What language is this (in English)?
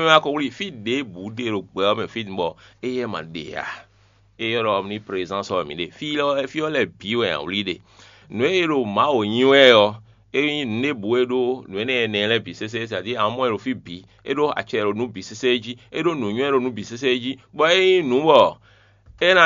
Fon